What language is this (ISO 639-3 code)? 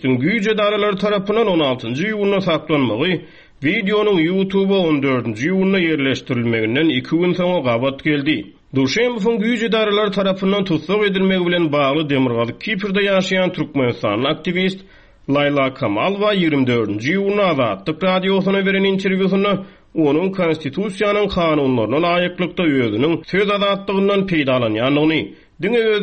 tuk